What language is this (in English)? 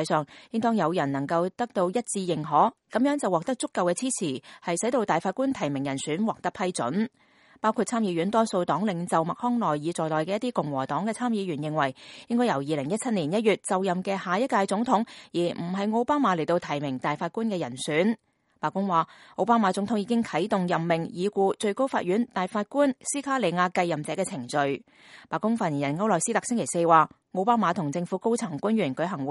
Cantonese